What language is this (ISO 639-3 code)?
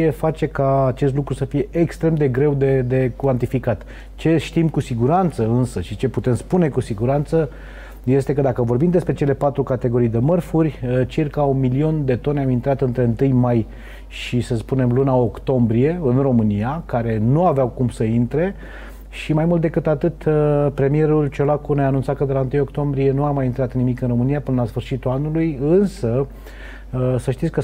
ron